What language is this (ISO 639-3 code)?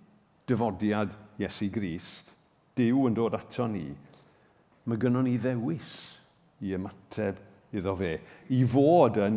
cym